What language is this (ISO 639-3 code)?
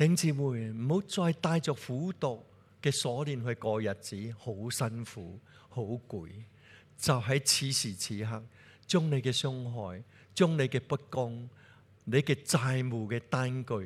yue